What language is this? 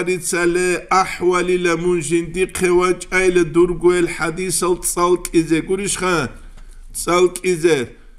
Avaric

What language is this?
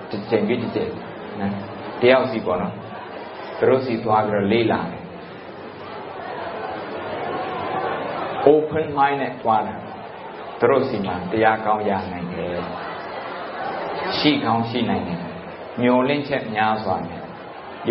Burmese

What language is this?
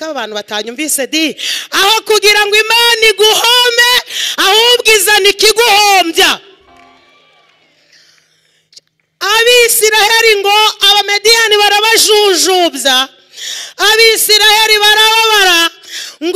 Kinyarwanda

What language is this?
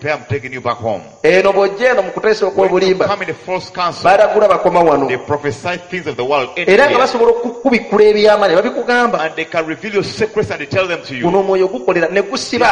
Ganda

